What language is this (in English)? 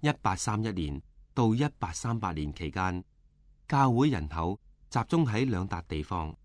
Cantonese